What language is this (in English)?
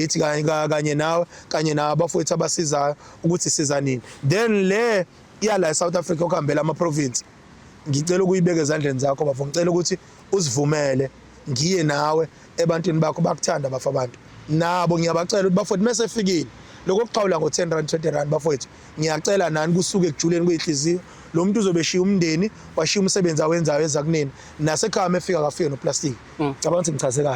Zulu